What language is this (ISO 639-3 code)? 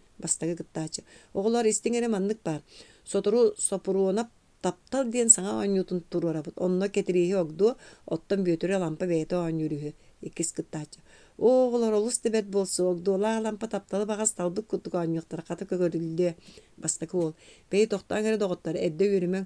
sah